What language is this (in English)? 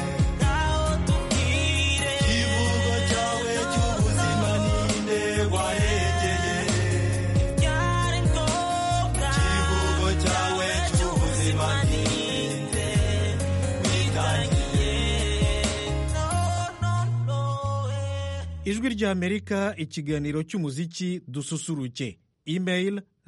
Kinyarwanda